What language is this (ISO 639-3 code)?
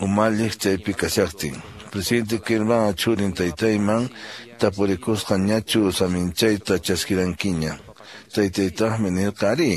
que